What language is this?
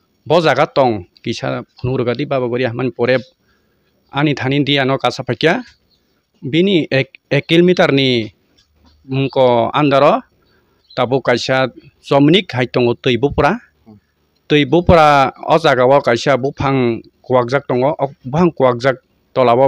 Kok Borok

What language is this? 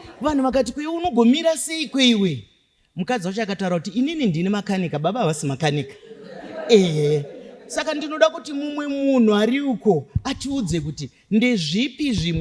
Shona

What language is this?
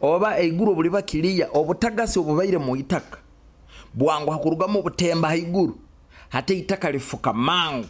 Nyoro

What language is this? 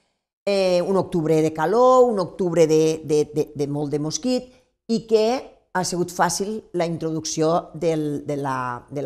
Catalan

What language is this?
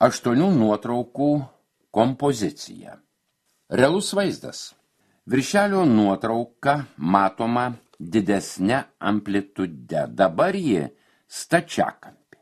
Lithuanian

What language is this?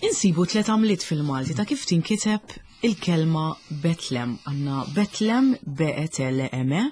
Maltese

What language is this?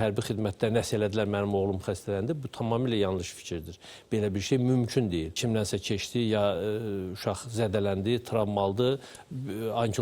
Azerbaijani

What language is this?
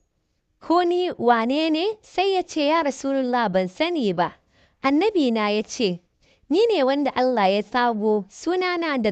Hausa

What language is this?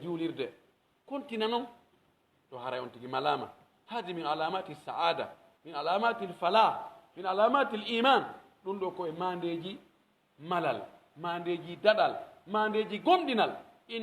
Pular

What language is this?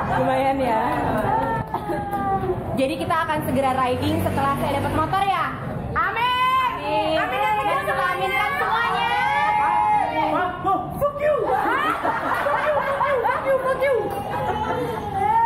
Indonesian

